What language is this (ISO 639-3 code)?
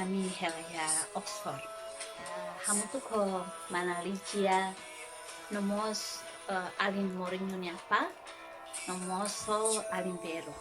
tet